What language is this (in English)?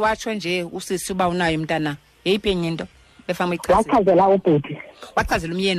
Xhosa